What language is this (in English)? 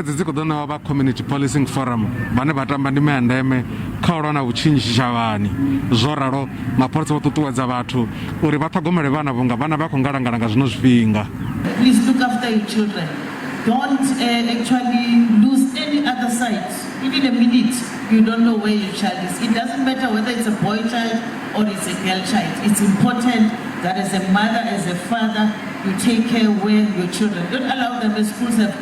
Venda